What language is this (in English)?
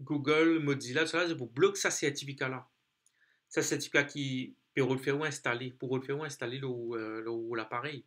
Morisyen